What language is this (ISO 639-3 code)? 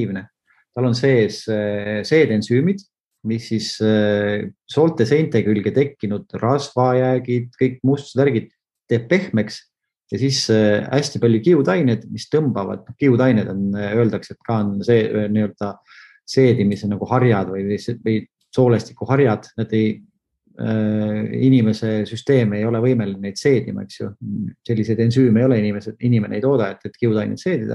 est